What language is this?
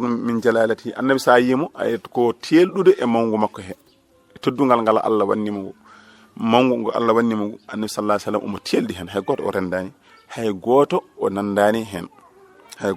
Fula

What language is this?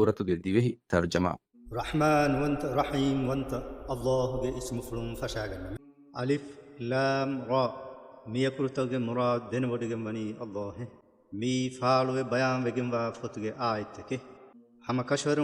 Divehi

